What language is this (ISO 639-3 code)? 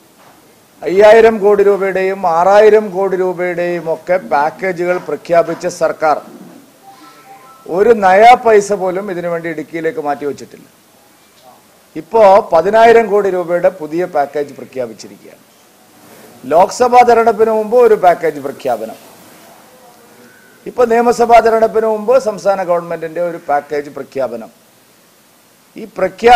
mal